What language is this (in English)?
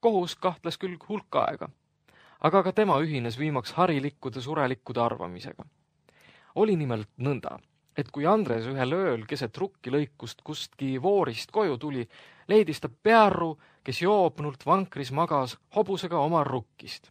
Estonian